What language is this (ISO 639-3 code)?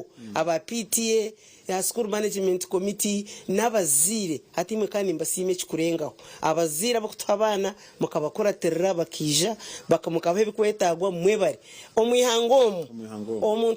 nyn